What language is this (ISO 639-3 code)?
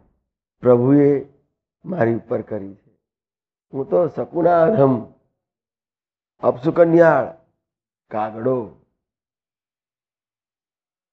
guj